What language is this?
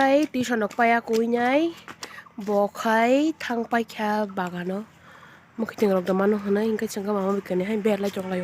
Kok Borok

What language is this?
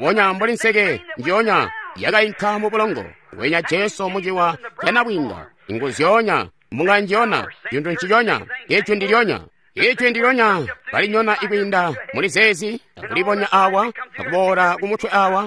Tonga (Zambia)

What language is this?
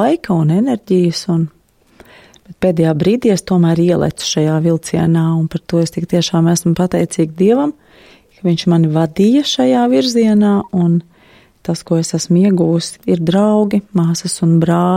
Latvian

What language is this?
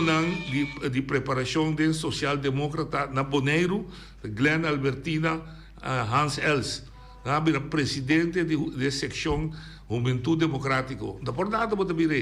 Papiamento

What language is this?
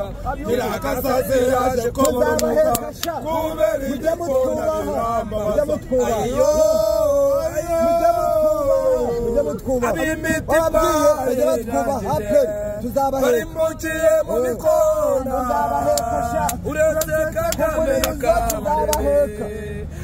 Kinyarwanda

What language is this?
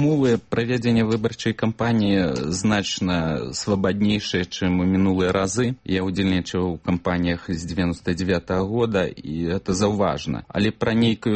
Belarusian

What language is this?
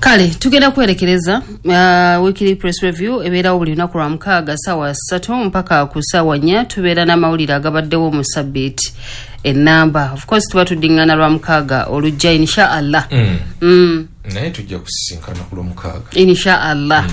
Ganda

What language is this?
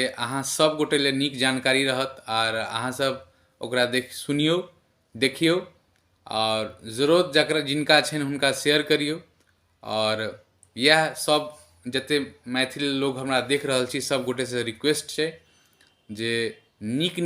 Maithili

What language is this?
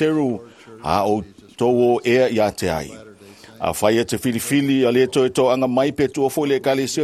Samoan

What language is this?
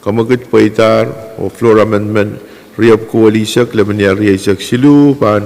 Pohnpeian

